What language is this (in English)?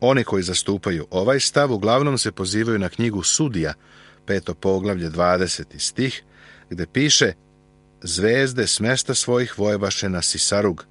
Serbian